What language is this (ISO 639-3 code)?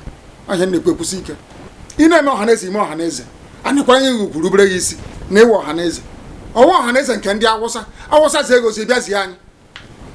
ibo